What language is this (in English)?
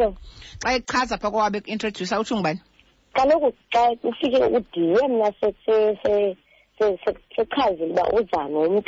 Xhosa